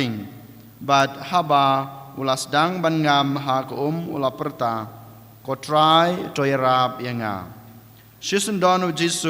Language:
Khasi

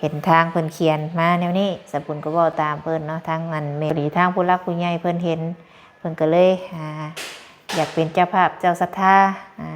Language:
Lao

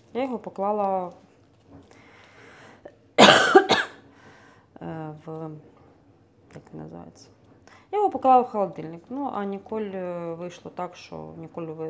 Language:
Ukrainian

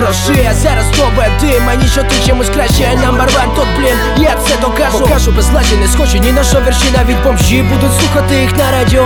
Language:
Ukrainian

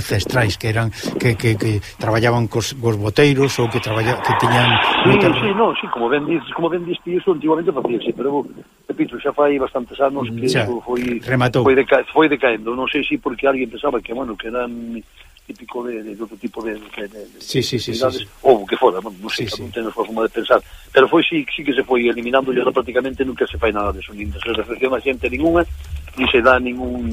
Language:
Galician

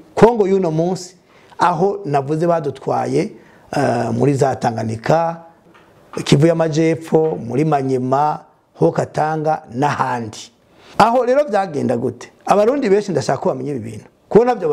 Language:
Rundi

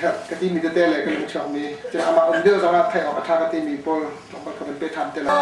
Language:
Hakha Chin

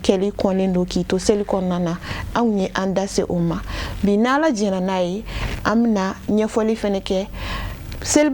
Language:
Bambara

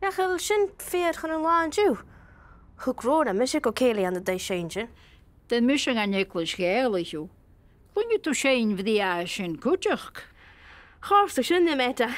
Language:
Scottish Gaelic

